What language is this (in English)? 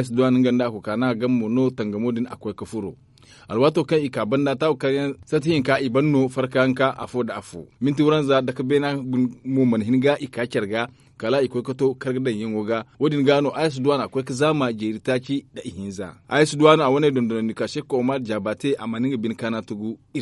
Zarma